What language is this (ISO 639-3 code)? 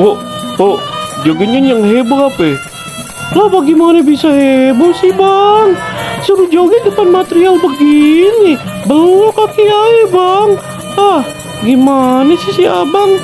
bew